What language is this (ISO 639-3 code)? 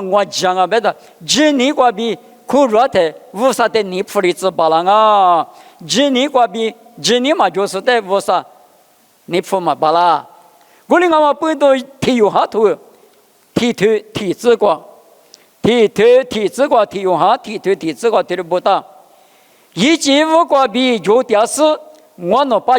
lis